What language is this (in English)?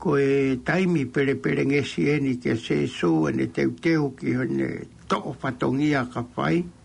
Tongan